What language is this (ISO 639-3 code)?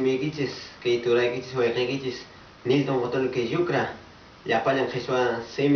que